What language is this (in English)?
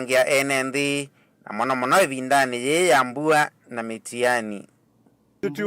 Kamba